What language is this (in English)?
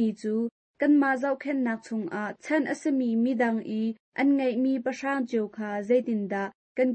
Hakha Chin